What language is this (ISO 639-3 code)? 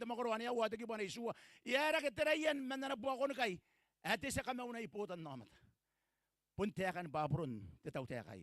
gil